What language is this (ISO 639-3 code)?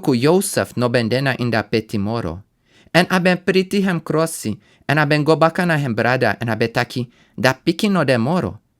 srn